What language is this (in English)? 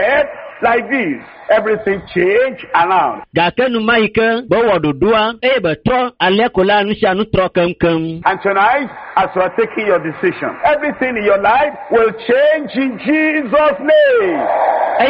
Ewe